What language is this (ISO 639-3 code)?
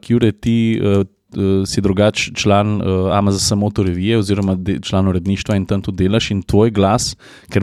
slv